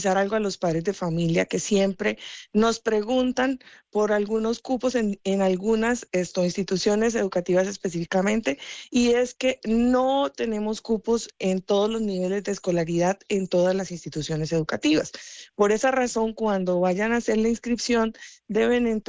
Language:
Spanish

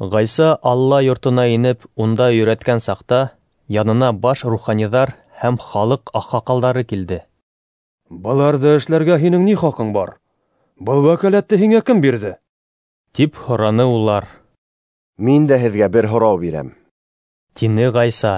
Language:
Bashkir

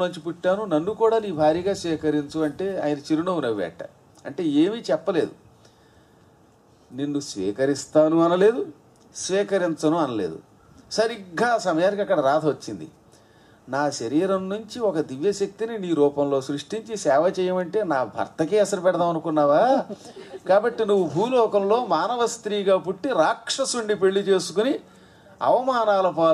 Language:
Telugu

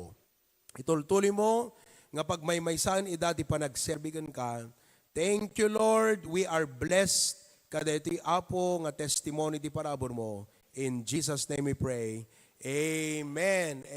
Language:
Iloko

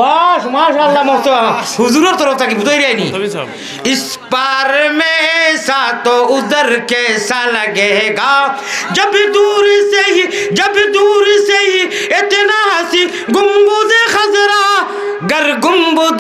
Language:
Sylheti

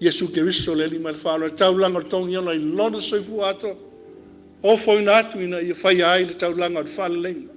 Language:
Samoan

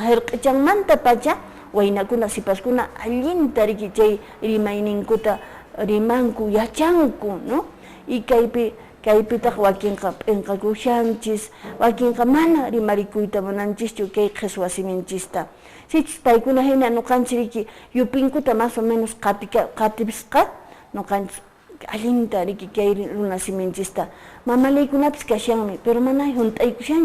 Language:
Quechua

